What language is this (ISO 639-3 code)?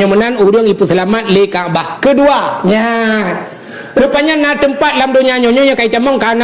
ace